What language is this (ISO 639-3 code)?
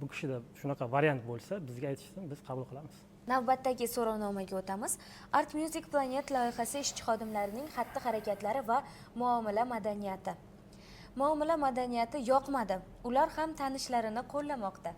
uzb